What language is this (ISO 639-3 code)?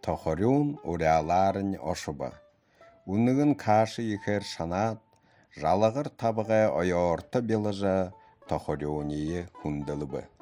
bua